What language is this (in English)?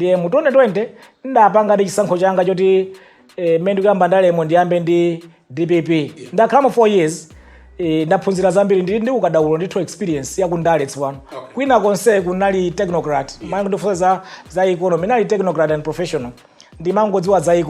Nyanja